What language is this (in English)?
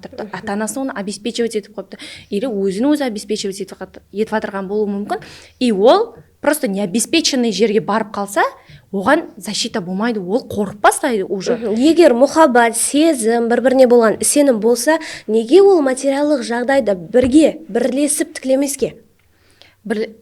Kara-Kalpak